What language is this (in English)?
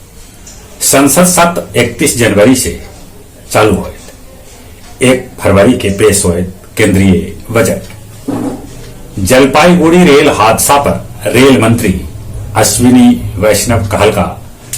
Magahi